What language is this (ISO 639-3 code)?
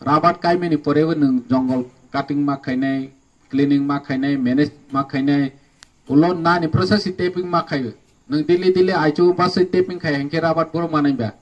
trp